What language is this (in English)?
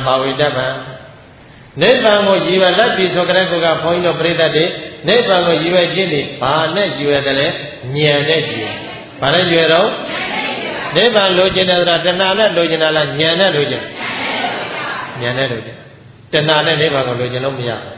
Burmese